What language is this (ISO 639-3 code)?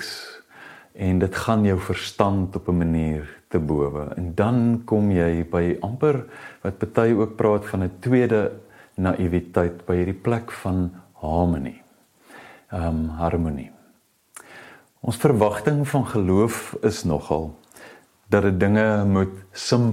afr